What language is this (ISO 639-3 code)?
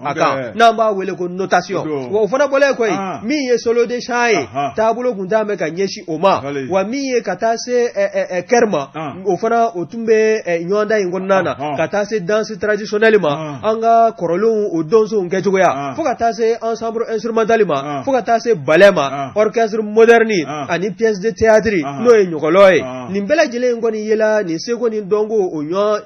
bam